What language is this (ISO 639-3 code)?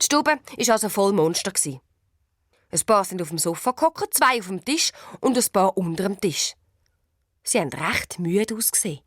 gsw